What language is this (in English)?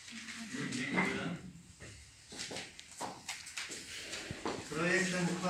Polish